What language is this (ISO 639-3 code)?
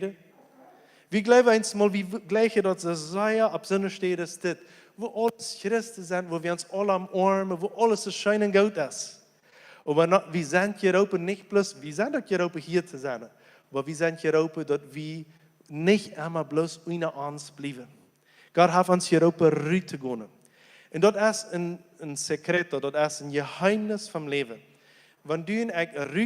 pdt